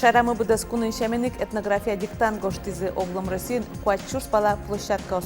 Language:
Udmurt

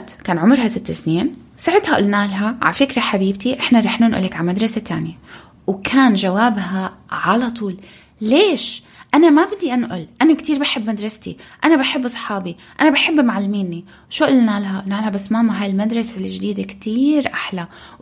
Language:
North Levantine Arabic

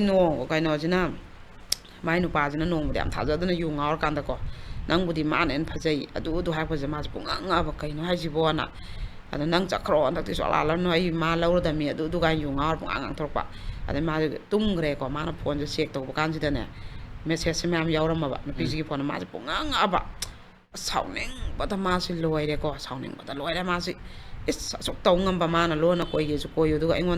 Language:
Manipuri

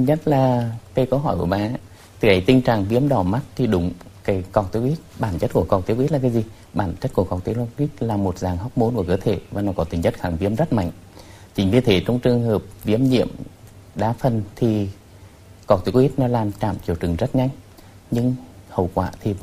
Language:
Vietnamese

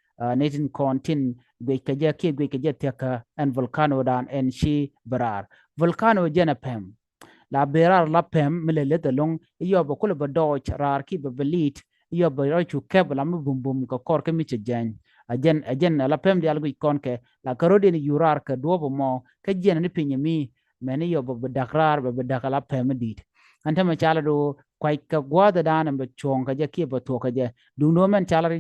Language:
Nuer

